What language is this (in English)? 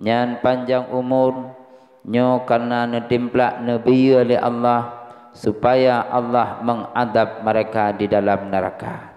Achinese